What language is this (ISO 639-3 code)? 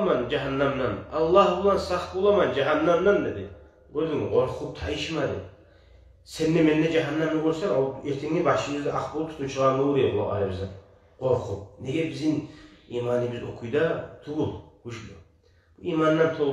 kum